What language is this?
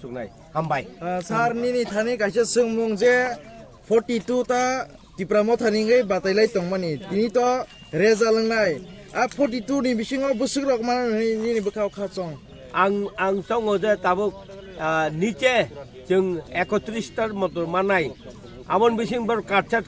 Kok Borok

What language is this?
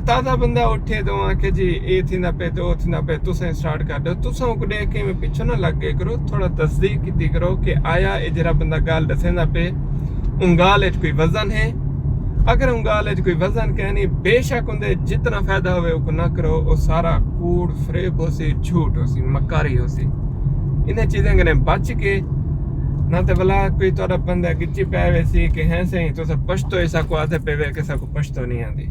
Saraiki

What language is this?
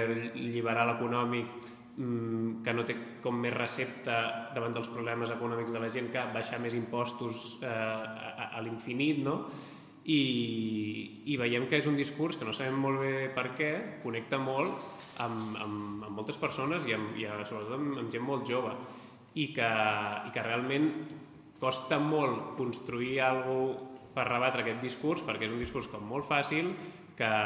Catalan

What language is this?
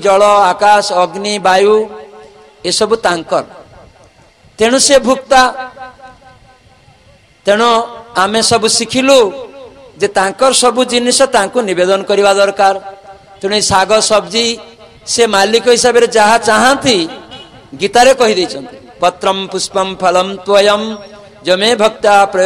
Odia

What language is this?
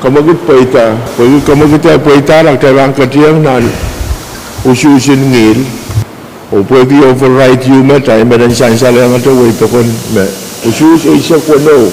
Pohnpeian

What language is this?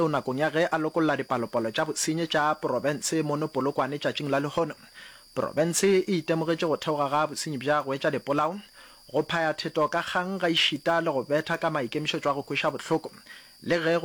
Northern Sotho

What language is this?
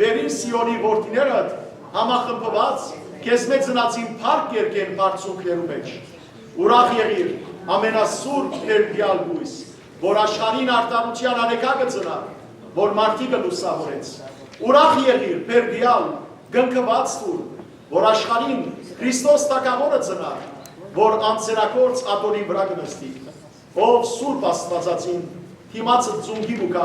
Western Armenian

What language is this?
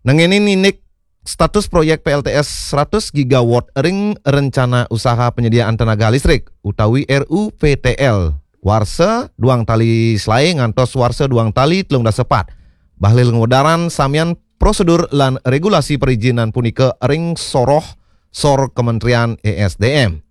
Balinese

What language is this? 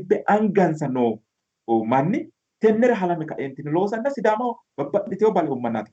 Sidamo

